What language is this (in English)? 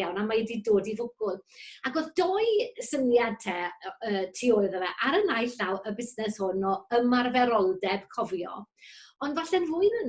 Welsh